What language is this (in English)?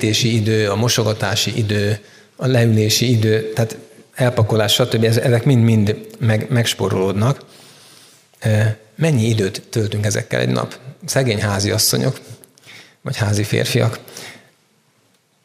Hungarian